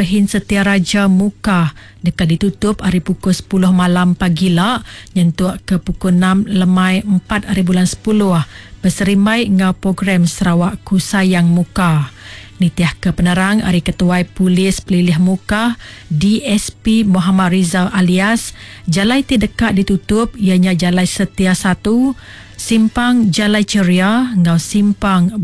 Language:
Iban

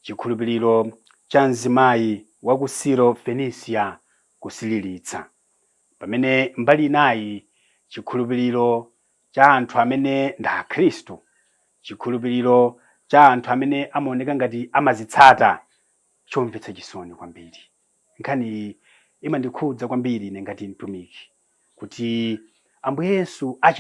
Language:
Nyanja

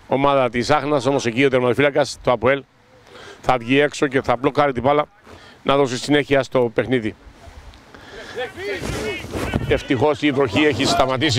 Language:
Greek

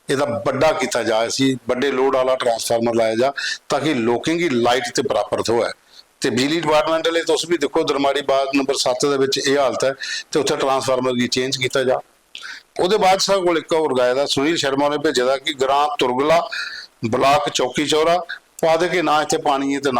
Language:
Dogri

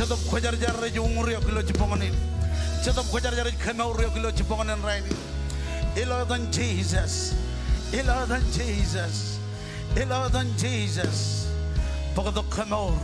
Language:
Marshallese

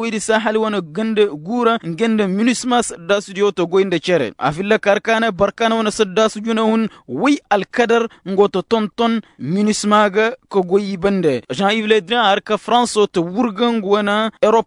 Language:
Koyraboro Senni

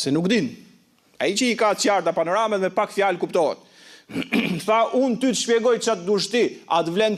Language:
Albanian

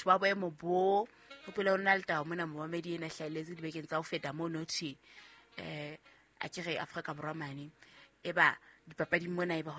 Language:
Southern Sotho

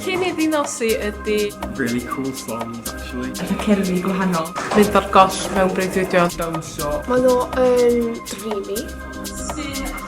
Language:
Welsh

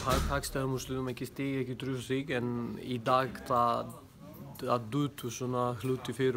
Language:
Icelandic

